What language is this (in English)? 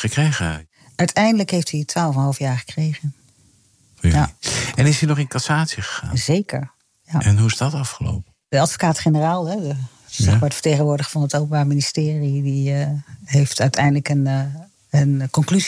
Dutch